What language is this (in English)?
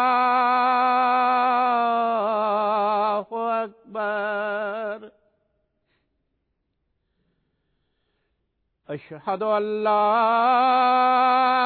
Bangla